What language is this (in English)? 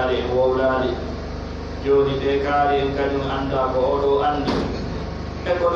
Pular